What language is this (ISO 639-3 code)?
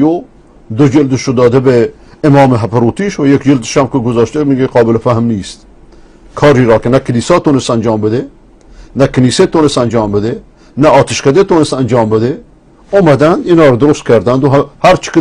fas